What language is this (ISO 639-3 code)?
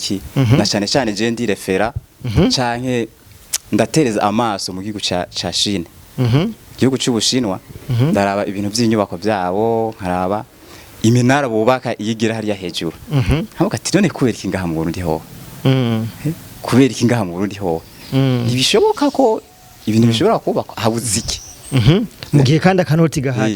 run